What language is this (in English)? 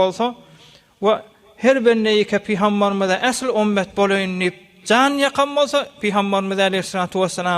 Turkmen